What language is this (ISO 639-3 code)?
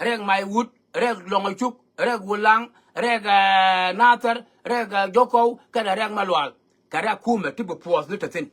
nus